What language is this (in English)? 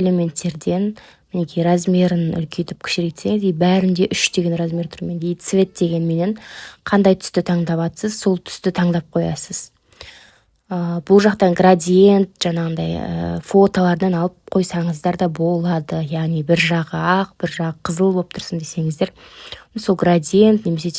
Kazakh